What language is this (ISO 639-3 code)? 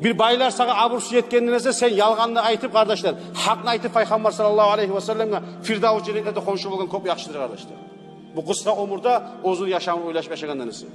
kum